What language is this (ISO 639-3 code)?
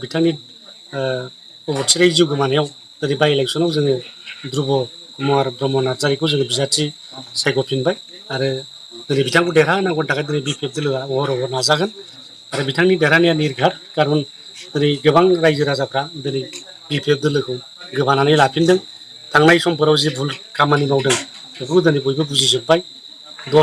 brx